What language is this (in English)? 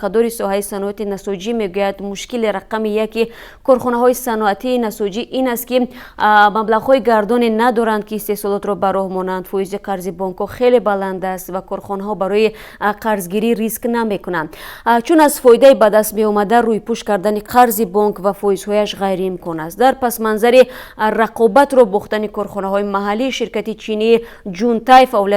Tajik